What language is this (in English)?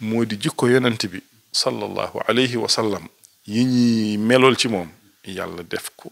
Wolof